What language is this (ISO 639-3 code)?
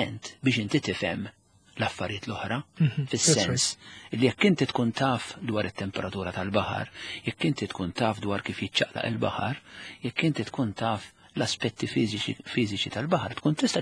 mlt